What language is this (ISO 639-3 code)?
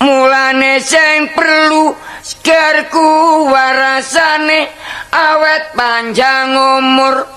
jav